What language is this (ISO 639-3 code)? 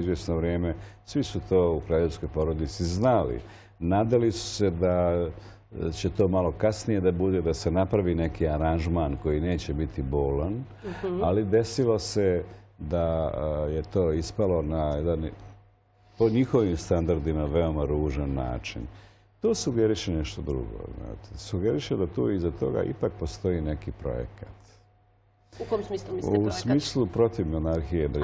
srp